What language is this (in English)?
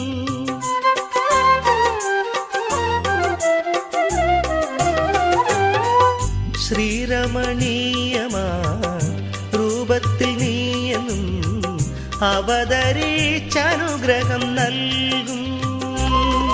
Malayalam